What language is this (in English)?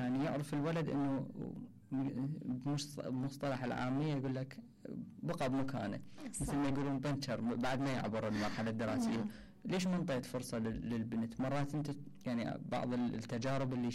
Mesopotamian Arabic